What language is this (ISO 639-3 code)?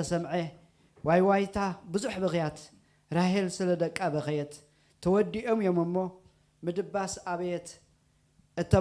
tir